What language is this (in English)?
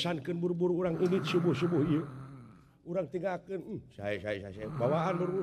Sundanese